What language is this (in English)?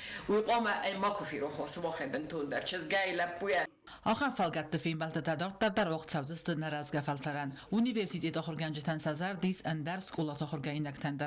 Ossetic